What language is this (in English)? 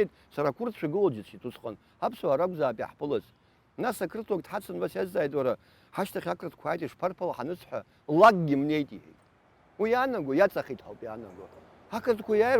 Abkhazian